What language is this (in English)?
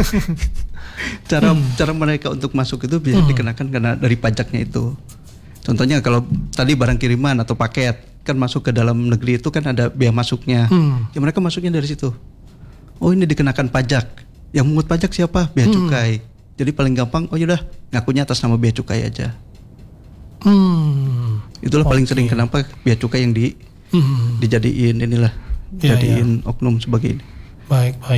Indonesian